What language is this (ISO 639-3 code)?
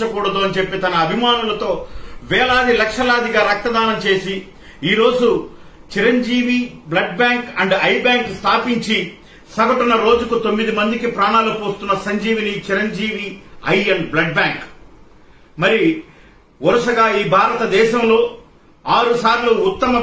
tel